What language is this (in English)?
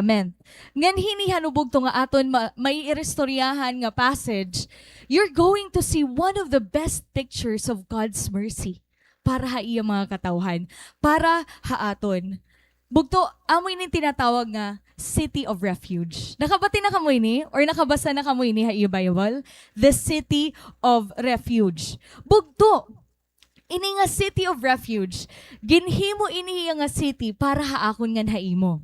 Waray